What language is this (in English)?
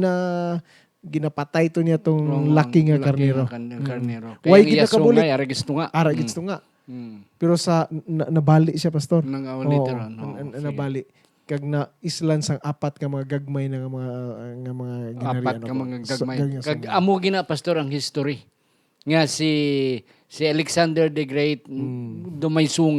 Hiligaynon